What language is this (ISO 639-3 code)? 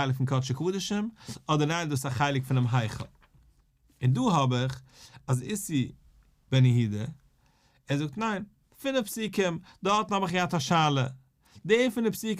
yid